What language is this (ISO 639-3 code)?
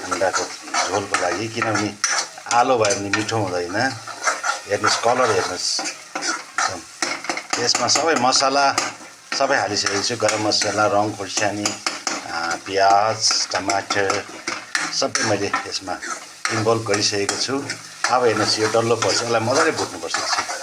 nep